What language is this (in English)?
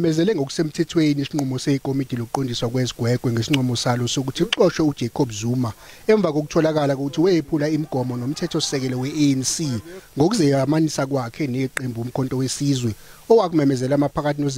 Zulu